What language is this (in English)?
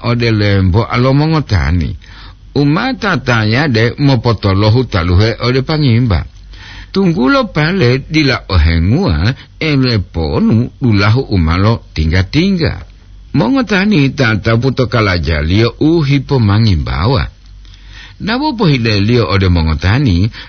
Gorontalo